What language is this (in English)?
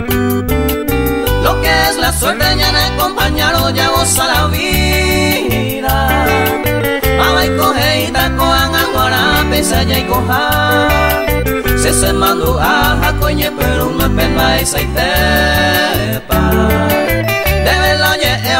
Spanish